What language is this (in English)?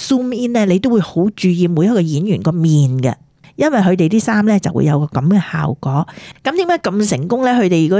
Cantonese